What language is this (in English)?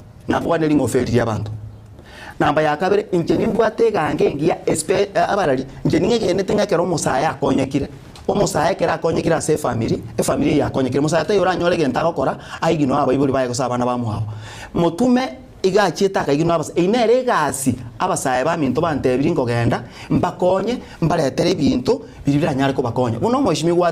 Gusii